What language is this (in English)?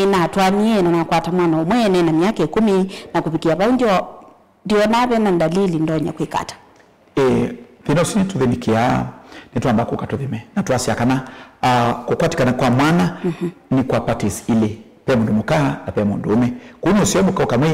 Kamba